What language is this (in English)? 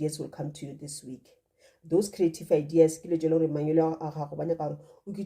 Northern Sotho